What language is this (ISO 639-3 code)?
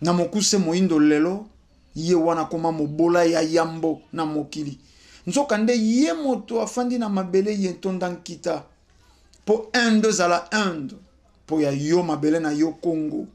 lin